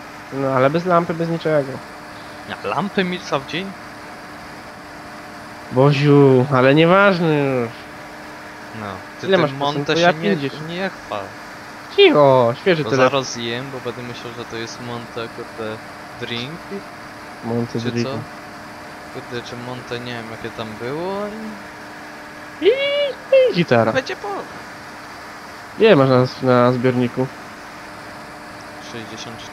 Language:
Polish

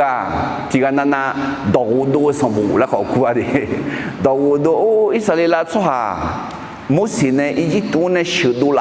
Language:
Akha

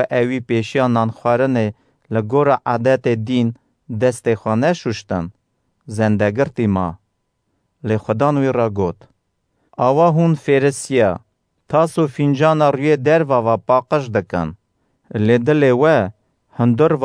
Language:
Kurdish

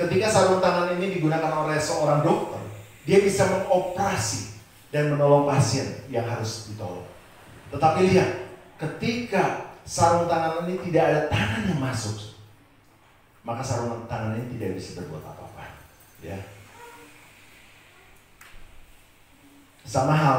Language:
Indonesian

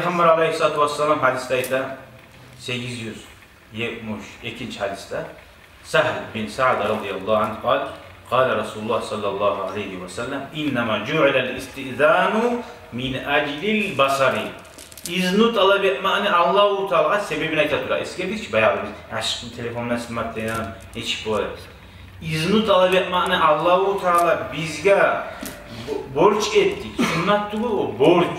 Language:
Kumyk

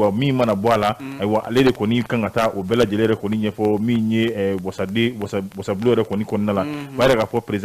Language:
Bambara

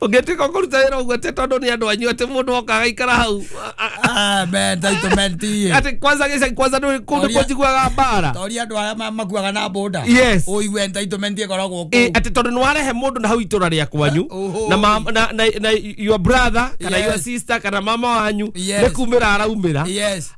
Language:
Kikuyu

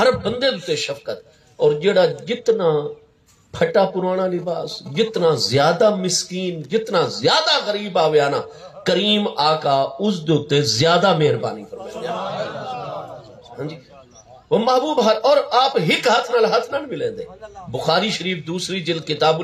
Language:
Saraiki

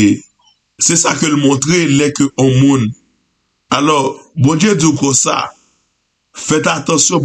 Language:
Haitian Creole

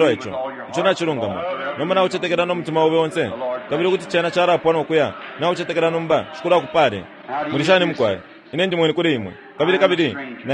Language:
Bemba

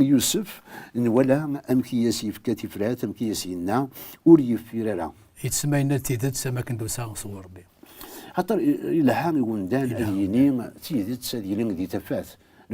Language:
Kabyle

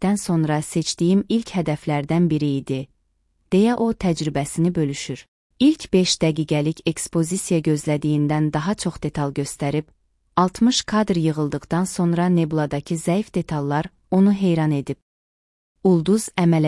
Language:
Azerbaijani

